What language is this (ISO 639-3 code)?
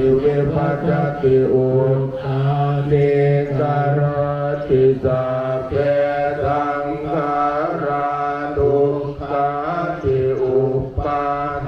pli